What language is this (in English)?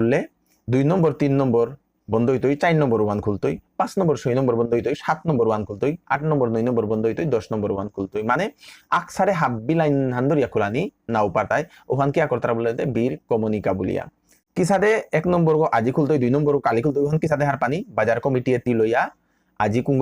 Bishnupriya